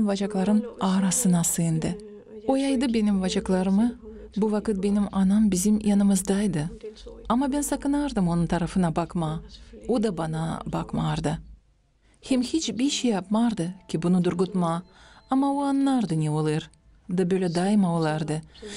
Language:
Gagauz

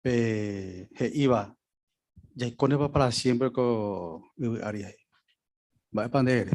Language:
Guarani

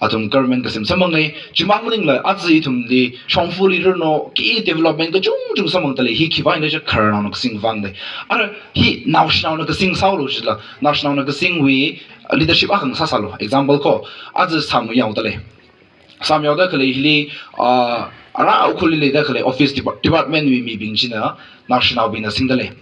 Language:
Tangkhul Naga (India)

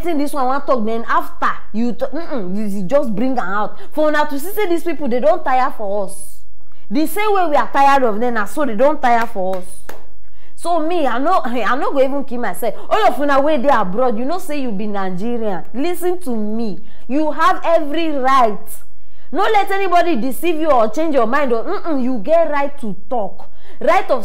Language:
Nigerian Pidgin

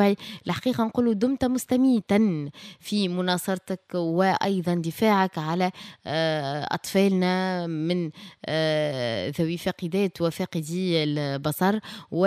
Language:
Tunisian Arabic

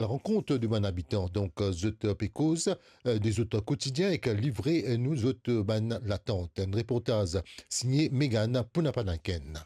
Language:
Morisyen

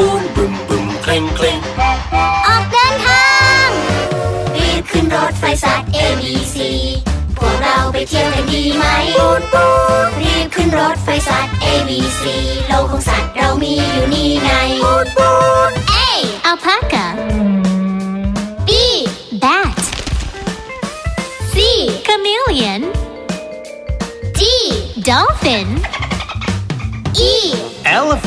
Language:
Thai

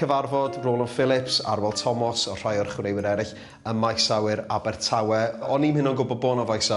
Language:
Welsh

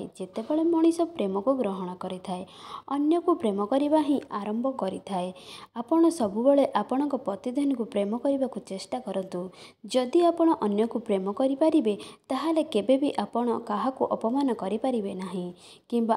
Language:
Odia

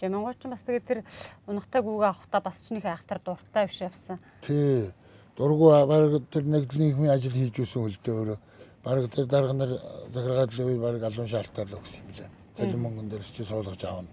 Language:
Mongolian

